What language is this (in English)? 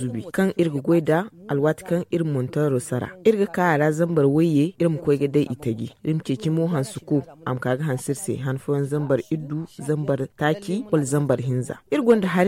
Zarma